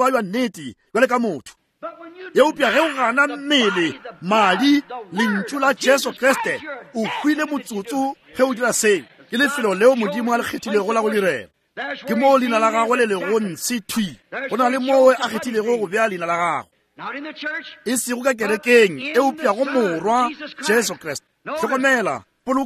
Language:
Northern Sotho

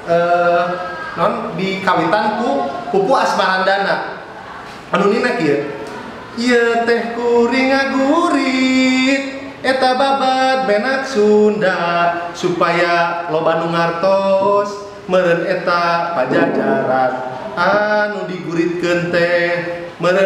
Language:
Sundanese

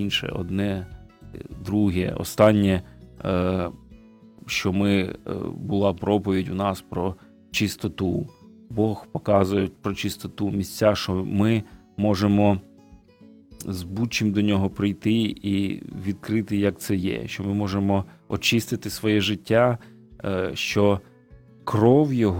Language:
Ukrainian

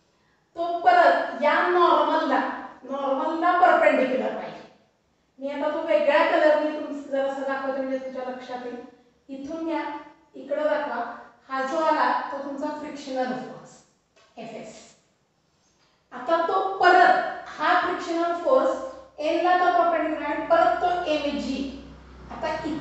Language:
Marathi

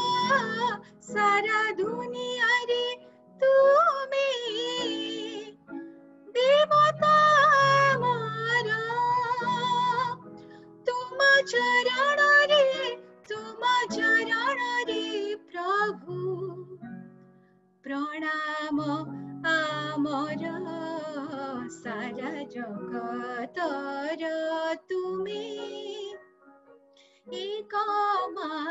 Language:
Odia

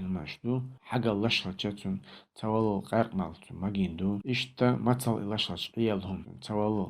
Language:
Chechen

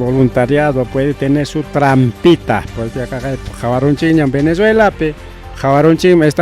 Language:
Ayacucho Quechua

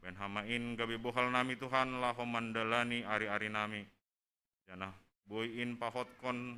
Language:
Batak Simalungun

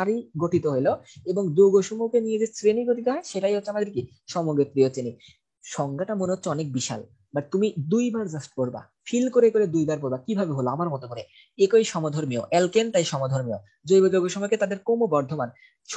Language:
Bangla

